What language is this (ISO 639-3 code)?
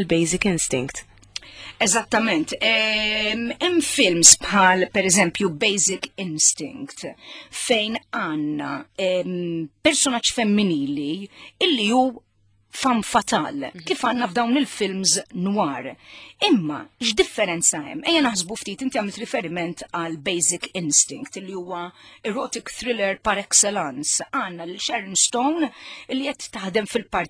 mlt